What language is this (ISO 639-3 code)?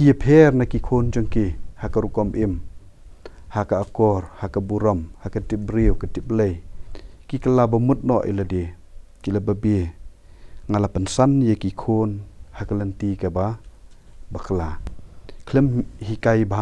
kha